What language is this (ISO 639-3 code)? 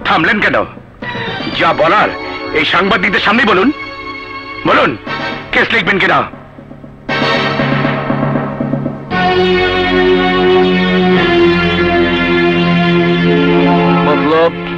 ben